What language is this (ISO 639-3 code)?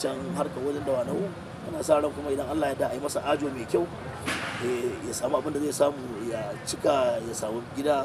hau